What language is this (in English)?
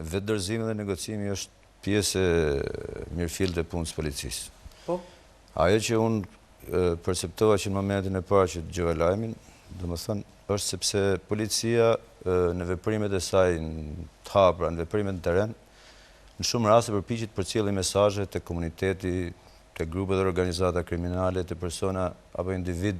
Albanian